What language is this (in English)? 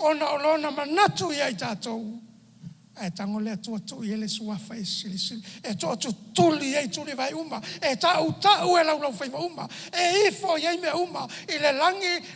Samoan